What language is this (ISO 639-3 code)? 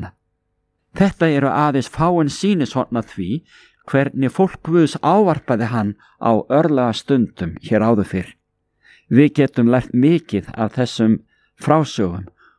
isl